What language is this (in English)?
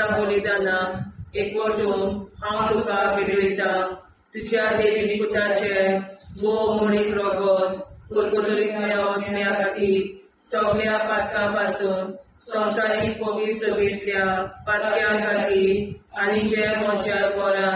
Konkani